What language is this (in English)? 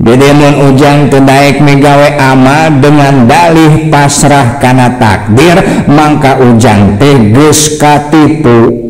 Sundanese